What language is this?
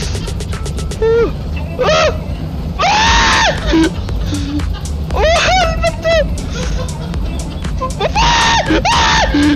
Norwegian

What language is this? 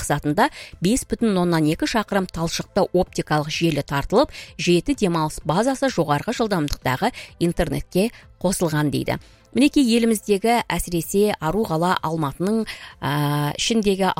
Kazakh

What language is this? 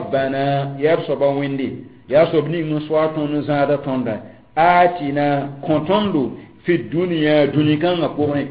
Mossi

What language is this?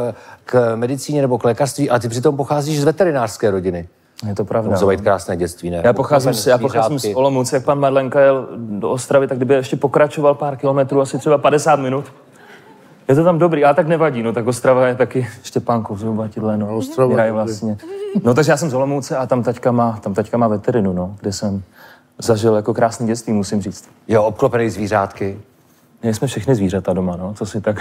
Czech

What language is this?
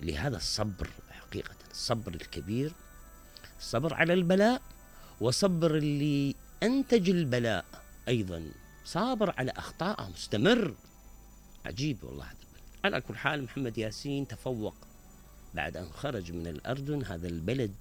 Mesopotamian Arabic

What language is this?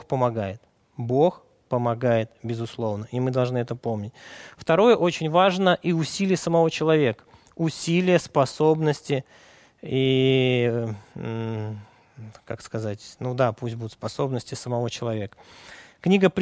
Russian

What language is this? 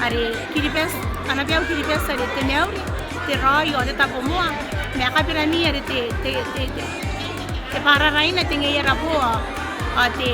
Gilbertese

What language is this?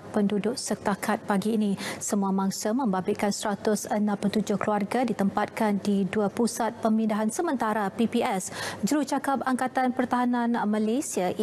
Malay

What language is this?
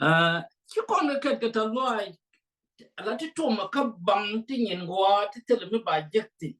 Nuer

